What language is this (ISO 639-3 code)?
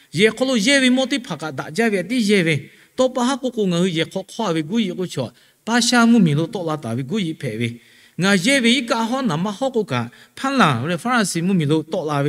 lhu